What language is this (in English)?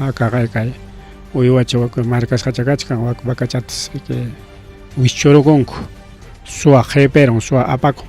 Ayacucho Quechua